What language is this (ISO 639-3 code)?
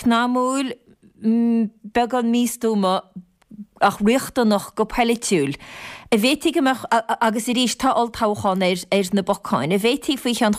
gle